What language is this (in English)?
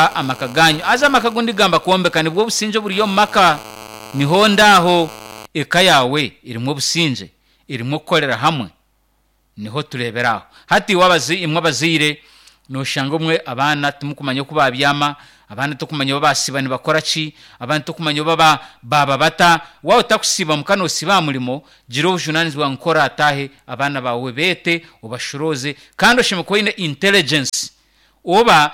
Nyankole